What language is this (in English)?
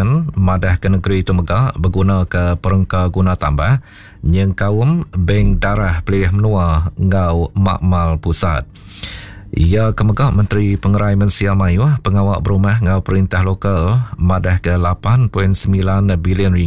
Iban